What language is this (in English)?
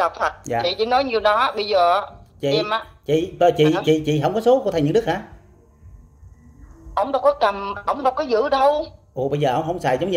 Vietnamese